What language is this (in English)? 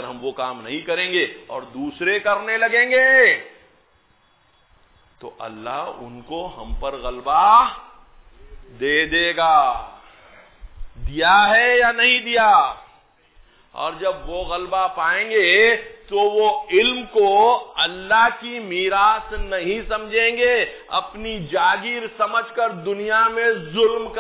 Urdu